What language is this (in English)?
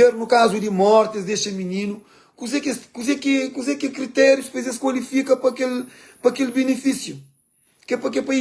Kabuverdianu